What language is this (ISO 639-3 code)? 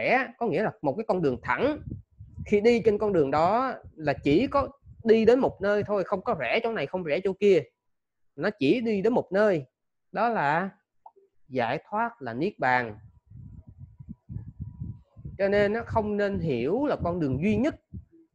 vie